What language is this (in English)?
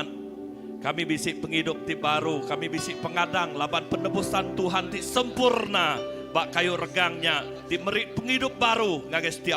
Iban